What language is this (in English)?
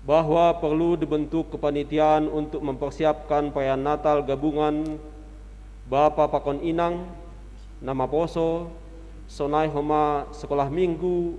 Batak Simalungun